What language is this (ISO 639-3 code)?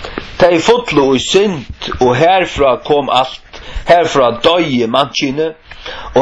fao